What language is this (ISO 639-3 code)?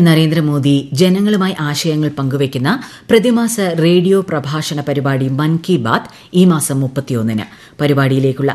mal